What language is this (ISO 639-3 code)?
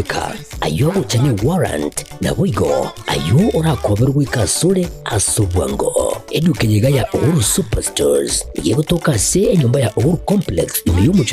guz